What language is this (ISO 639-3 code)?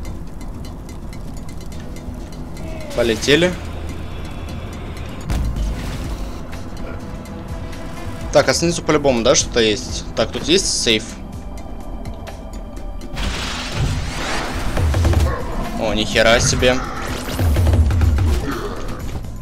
rus